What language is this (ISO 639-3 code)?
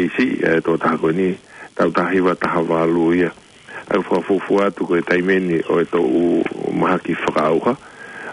ton